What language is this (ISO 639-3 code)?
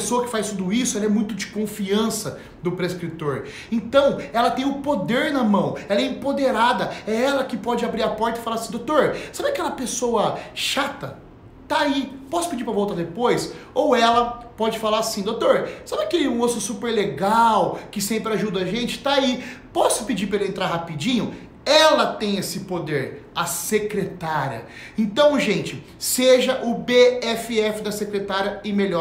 por